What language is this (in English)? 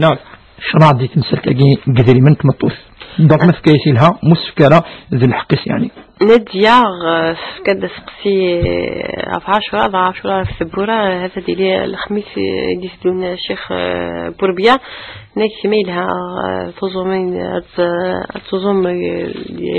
Kabyle